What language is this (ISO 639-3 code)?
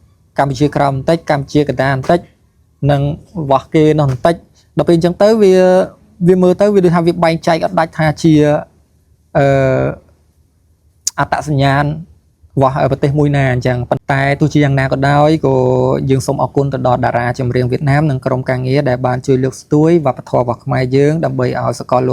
khm